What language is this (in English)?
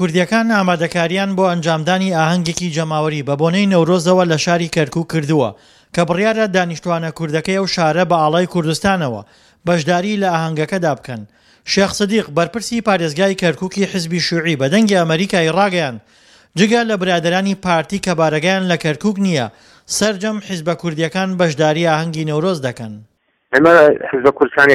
Central Kurdish